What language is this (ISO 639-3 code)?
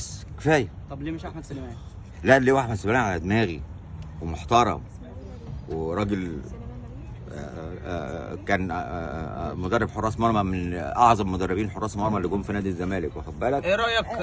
arz